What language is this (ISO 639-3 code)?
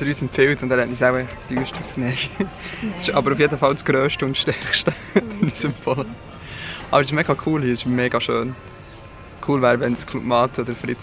gsw